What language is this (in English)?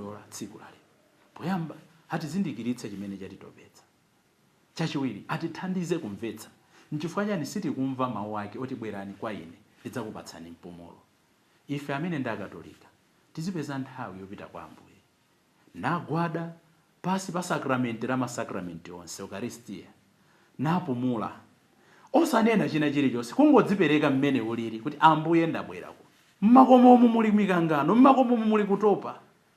Nyanja